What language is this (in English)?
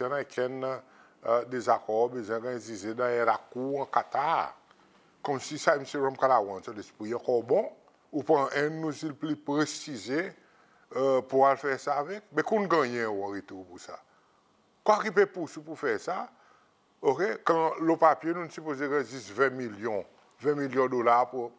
Seselwa Creole French